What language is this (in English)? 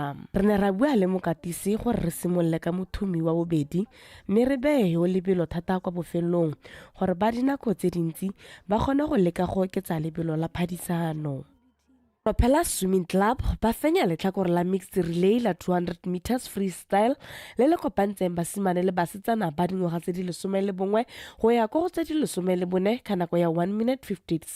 Tswana